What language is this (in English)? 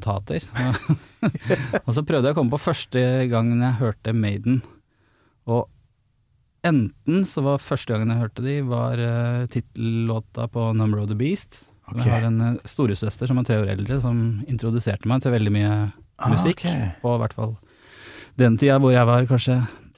Norwegian